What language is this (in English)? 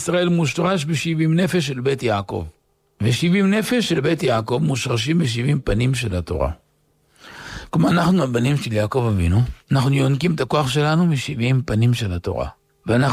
Hebrew